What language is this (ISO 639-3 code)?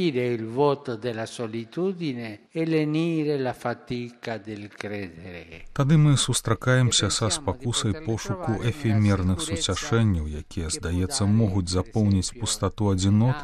bel